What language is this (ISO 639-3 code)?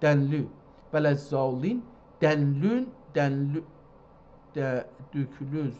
azb